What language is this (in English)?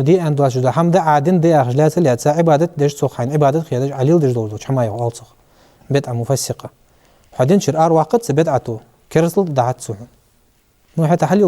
Ingush